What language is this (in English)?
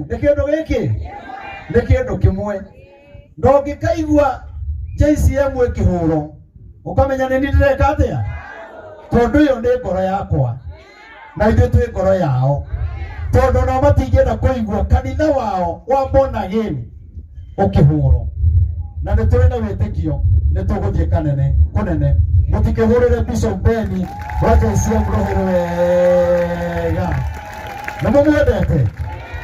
Kikuyu